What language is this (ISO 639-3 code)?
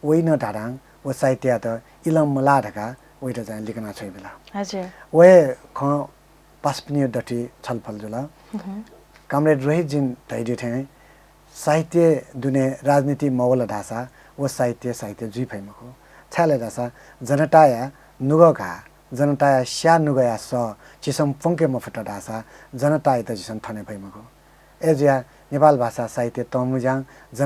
new